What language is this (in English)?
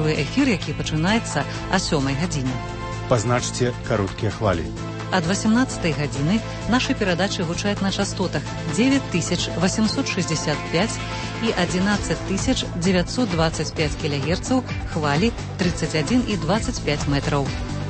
Belarusian